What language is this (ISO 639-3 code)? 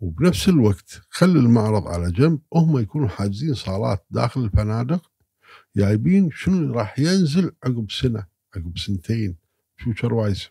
afb